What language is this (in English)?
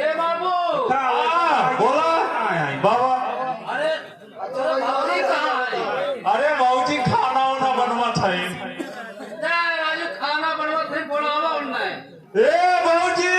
Awadhi